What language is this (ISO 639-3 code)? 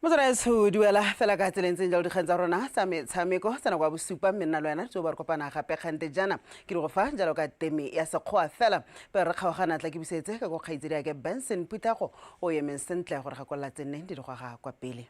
tsn